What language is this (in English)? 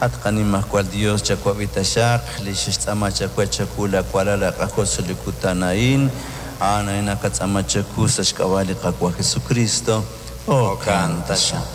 Kekchí